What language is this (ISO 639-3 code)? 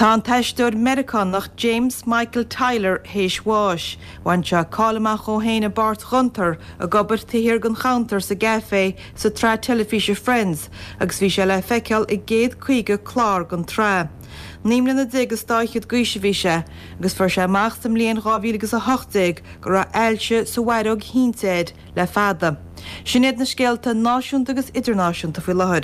gle